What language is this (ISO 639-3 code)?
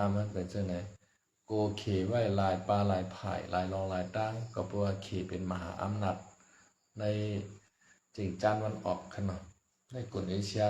shn